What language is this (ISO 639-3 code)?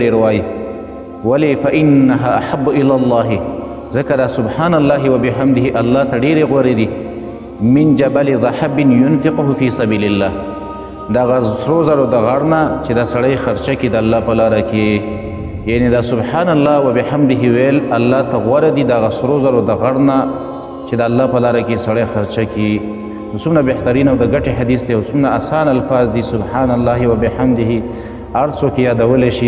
pus